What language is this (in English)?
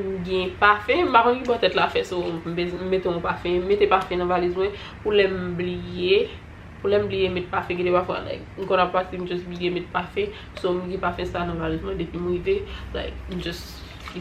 Haitian Creole